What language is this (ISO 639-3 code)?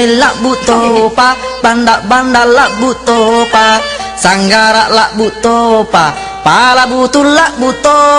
bug